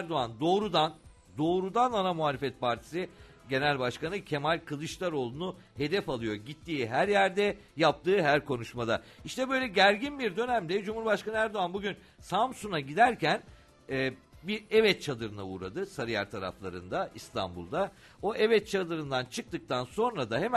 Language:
Turkish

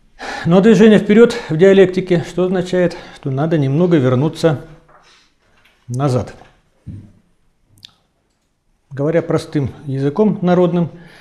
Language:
Russian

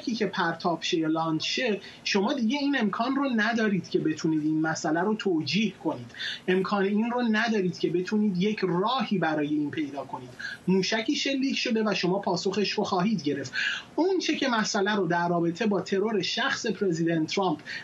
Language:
Persian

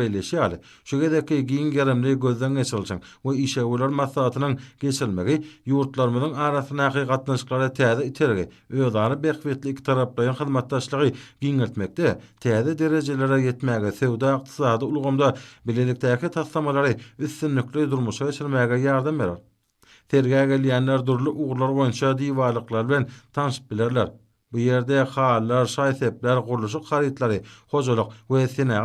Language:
Turkmen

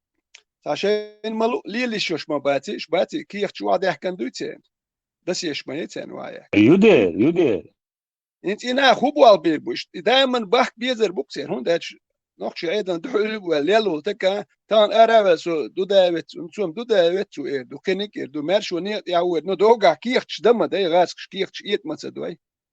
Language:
Chechen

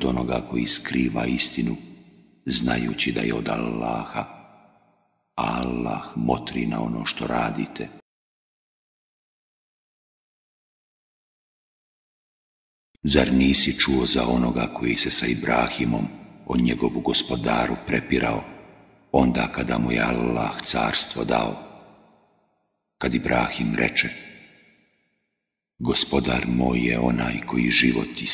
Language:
Bosnian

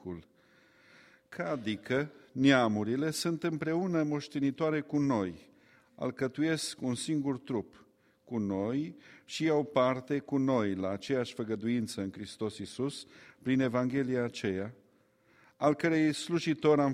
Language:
Romanian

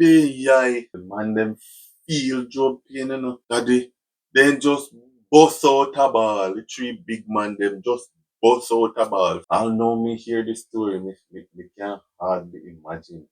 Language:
Jamaican Creole English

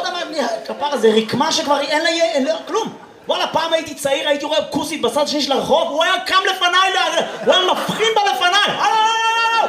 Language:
Hebrew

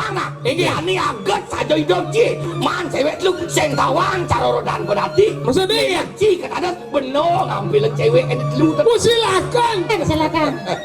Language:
Balinese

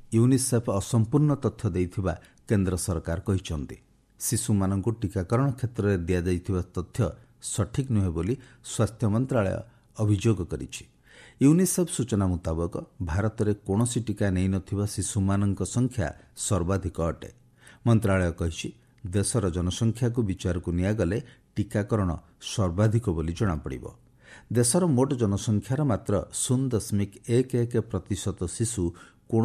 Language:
Odia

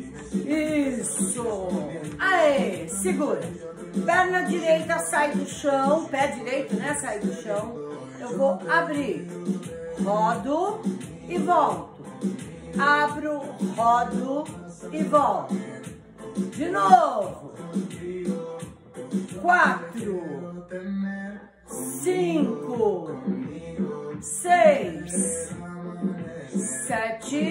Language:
Portuguese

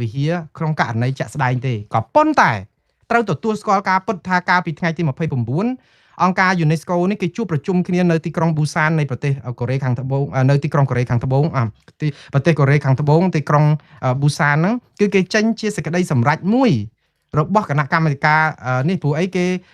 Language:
Khmer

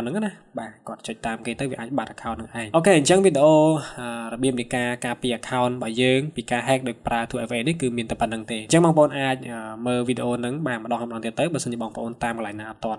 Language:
Khmer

